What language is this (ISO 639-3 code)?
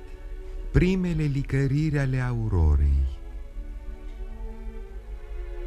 ron